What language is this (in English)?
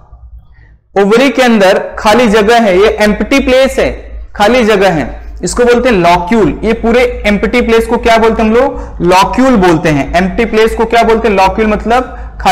Hindi